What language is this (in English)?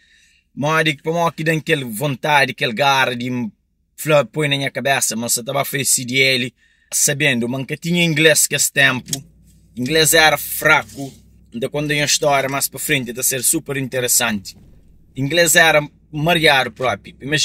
Kabuverdianu